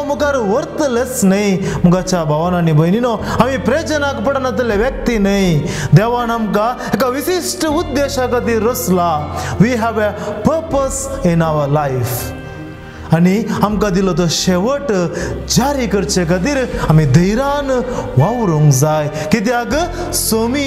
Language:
Konkani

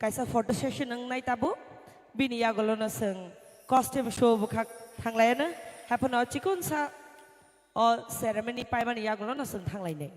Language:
Kok Borok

